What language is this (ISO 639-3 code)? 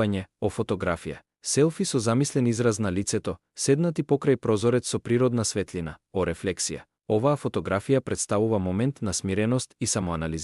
mkd